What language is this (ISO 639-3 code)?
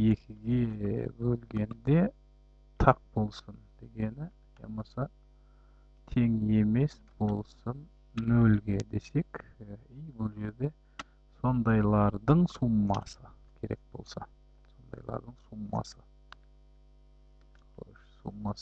kaz